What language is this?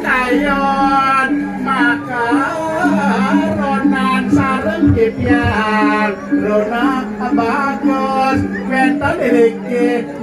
Balinese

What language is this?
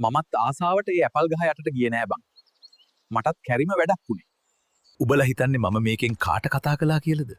Sinhala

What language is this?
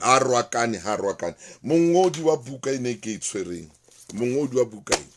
Southern Sotho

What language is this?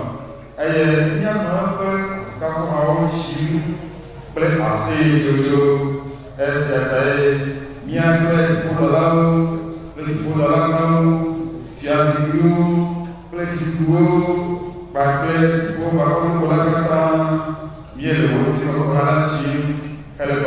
Ewe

